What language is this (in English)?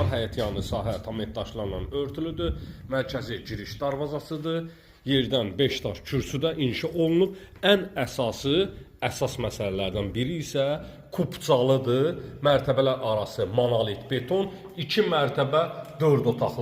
Azerbaijani